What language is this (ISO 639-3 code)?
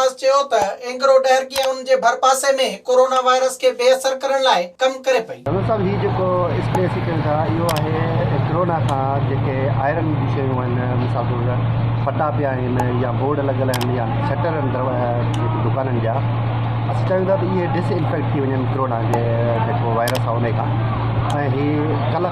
snd